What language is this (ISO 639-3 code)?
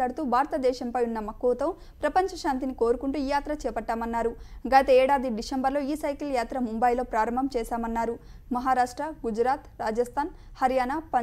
tel